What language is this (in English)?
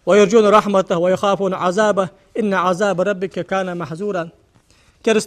Ingush